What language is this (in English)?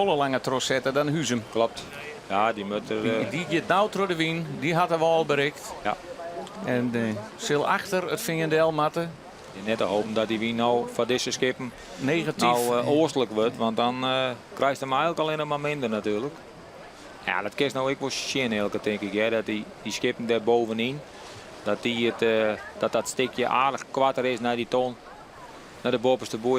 Western Frisian